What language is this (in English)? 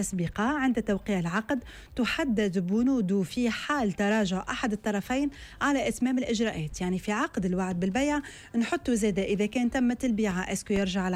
Tunisian Arabic